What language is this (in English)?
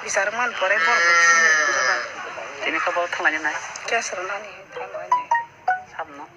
Kok Borok